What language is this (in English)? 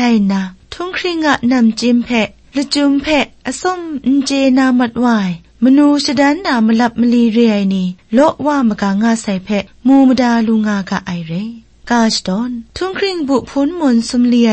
Kachin